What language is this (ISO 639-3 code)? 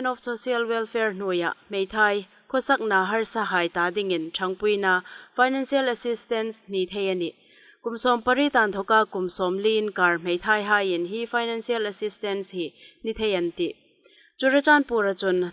hmr